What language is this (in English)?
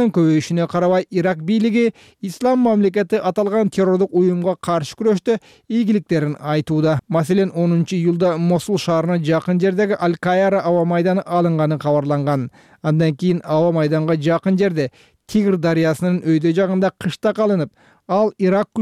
Kyrgyz